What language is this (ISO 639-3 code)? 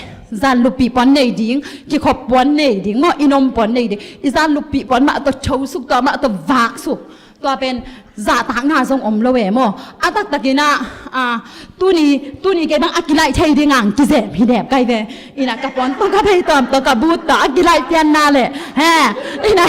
ctd